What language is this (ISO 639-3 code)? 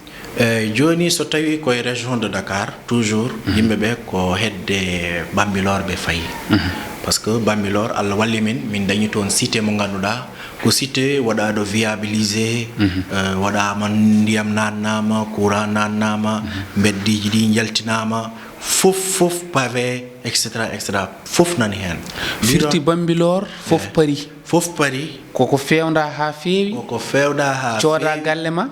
ful